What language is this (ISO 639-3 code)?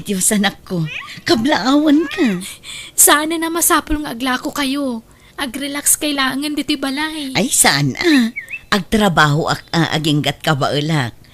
ilo